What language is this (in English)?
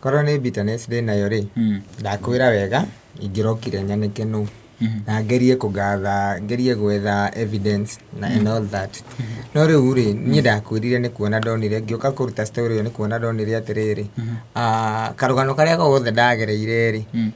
Kikuyu